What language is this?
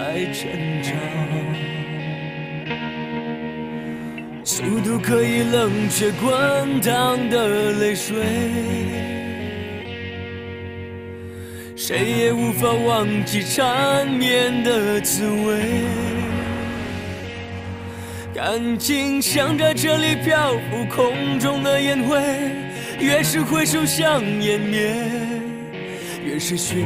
Chinese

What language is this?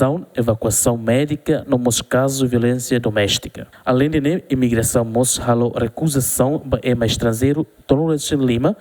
Tetum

